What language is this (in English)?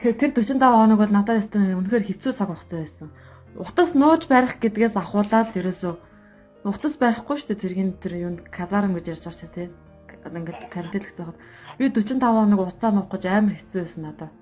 Mongolian